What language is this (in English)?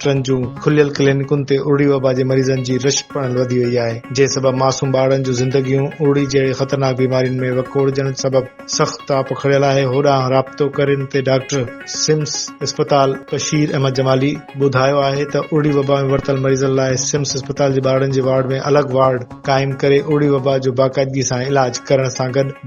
Sindhi